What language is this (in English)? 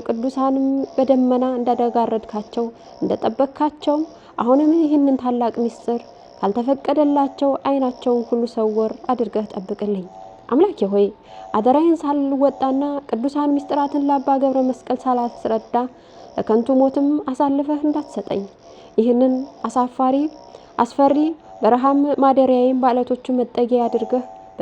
Amharic